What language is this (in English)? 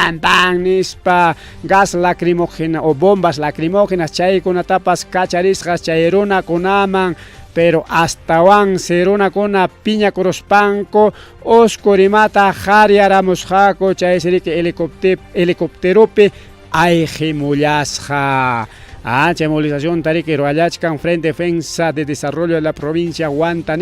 Ayacucho Quechua